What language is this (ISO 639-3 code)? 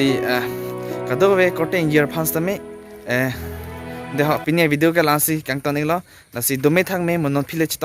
mjw